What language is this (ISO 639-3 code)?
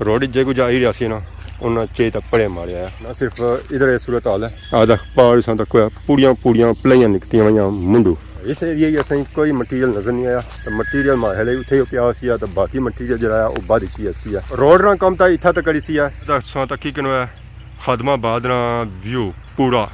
phr